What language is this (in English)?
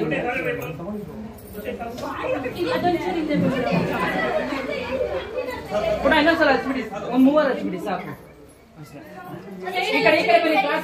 Kannada